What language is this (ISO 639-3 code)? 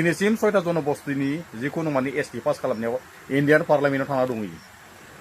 brx